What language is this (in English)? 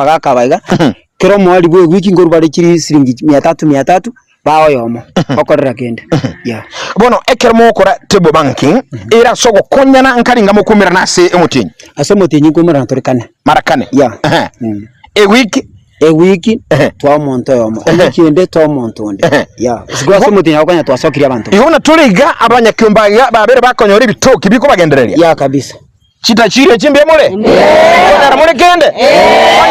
Gusii